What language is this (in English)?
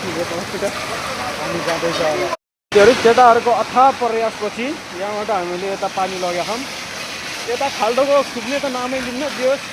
Nepali